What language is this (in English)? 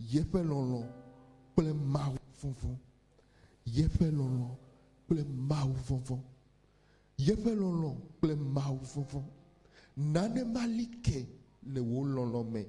Ewe